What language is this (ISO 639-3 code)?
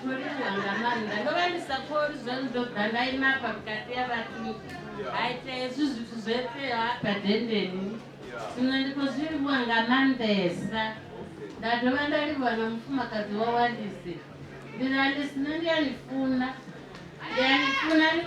ven